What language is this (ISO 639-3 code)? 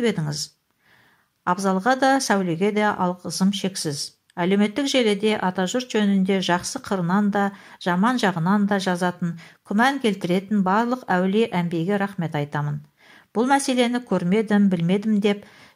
kaz